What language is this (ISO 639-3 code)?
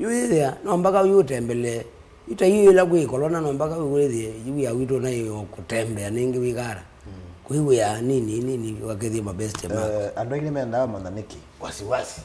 kam